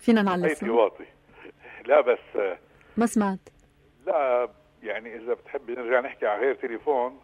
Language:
North Levantine Arabic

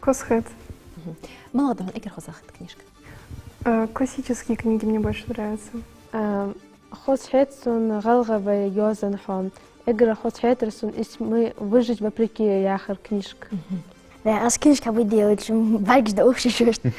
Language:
Ingush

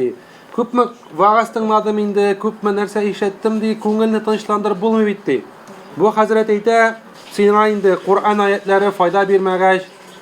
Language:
Tatar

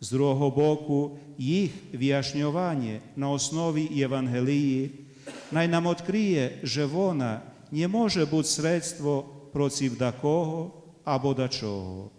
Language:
Rusyn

